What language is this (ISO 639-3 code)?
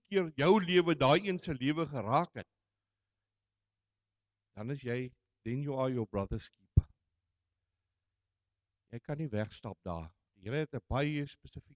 afr